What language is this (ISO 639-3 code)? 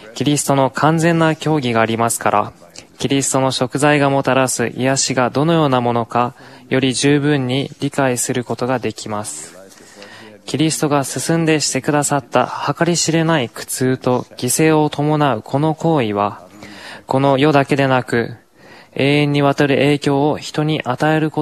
jpn